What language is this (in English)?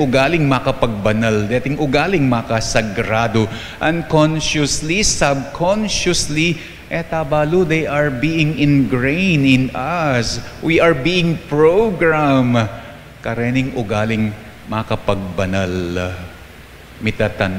Pampanga